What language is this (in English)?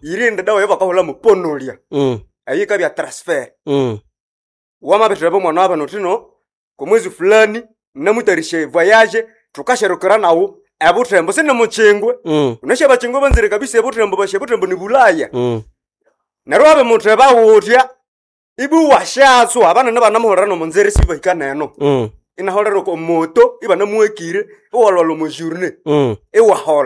Nande